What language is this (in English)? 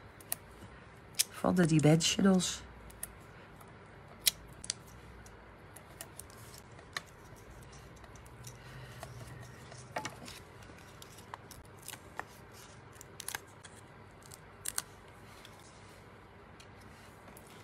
Dutch